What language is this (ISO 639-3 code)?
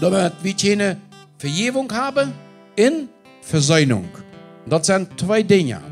pdt